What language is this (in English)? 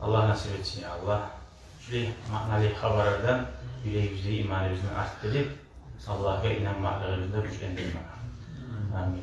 Kumyk